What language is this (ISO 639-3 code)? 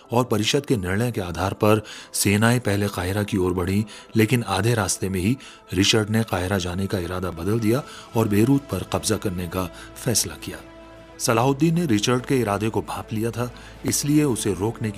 hin